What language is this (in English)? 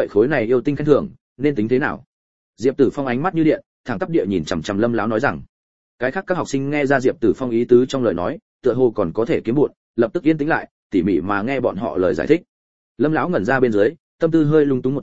Vietnamese